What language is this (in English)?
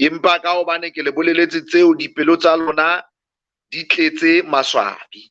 Southern Sotho